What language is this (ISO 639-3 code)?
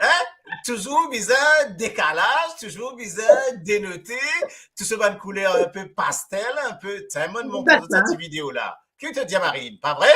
mfe